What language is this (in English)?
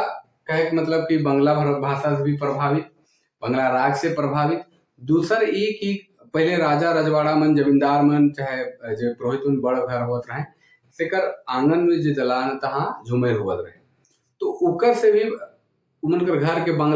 Sadri